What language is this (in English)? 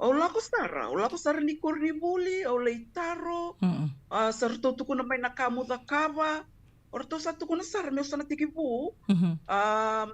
Fijian